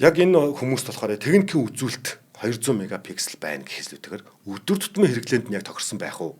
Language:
Mongolian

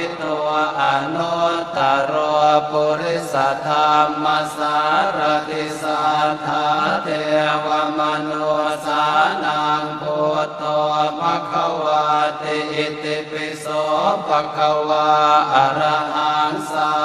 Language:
Pali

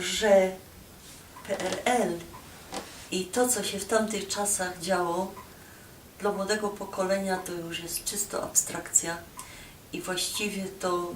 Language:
Silesian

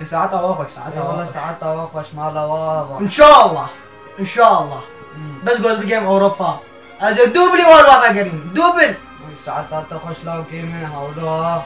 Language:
Kurdish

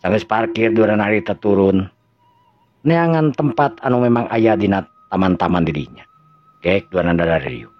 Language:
Sundanese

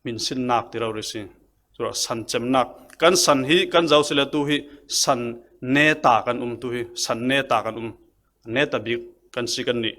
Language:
Falam Chin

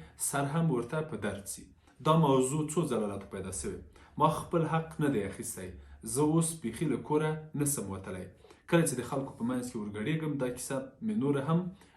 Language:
Pashto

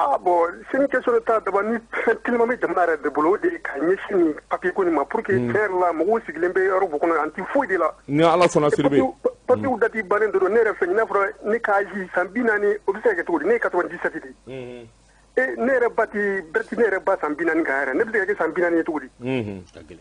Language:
Bambara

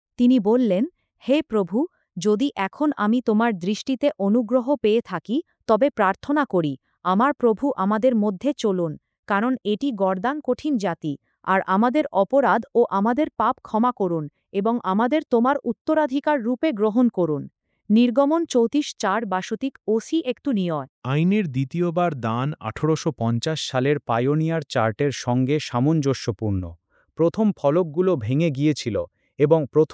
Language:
Bangla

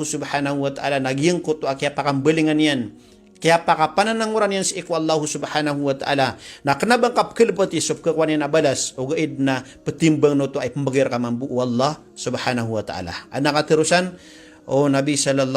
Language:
Maranao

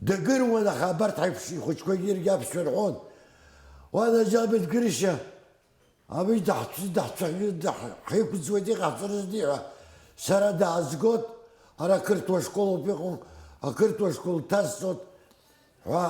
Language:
Abkhazian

